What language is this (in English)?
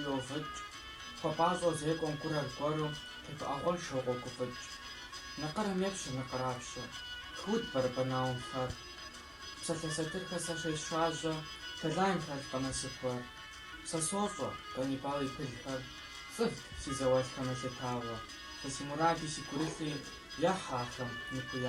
Kabardian